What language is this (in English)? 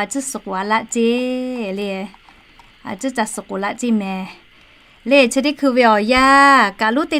Lahu